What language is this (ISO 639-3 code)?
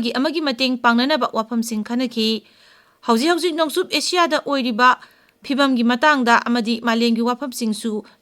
mni